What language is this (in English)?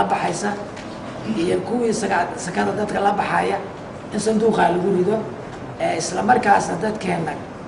Somali